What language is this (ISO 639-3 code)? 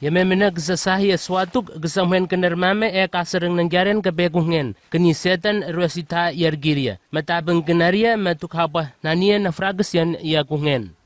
nwi